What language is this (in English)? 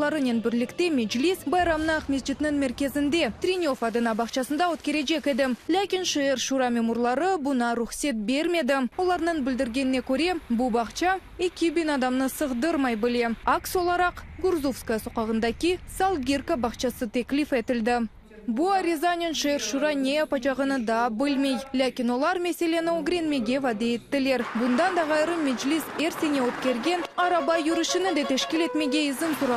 Crimean Tatar